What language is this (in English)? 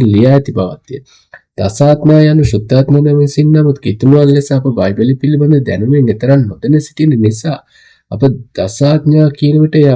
Sinhala